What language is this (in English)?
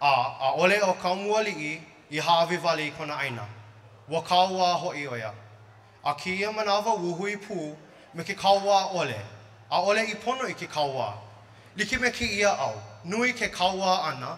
Hawaiian